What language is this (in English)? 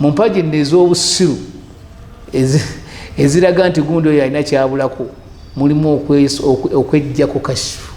Ganda